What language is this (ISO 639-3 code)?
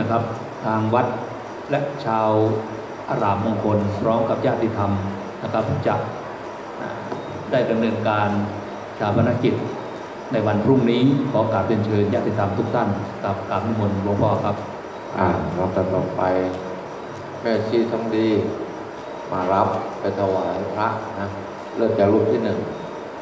tha